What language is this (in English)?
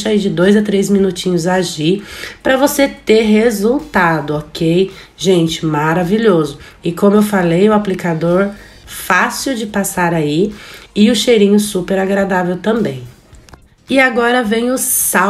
Portuguese